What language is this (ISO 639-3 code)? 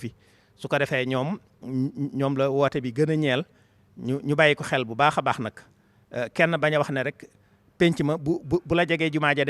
wol